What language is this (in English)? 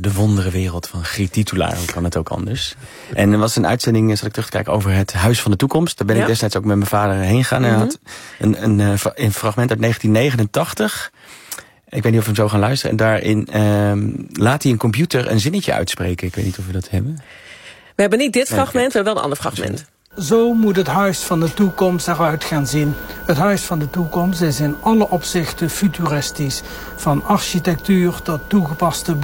Dutch